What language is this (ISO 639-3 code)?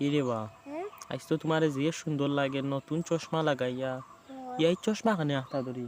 syl